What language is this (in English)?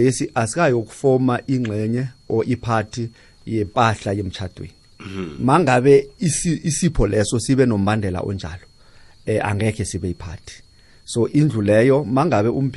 South Ndebele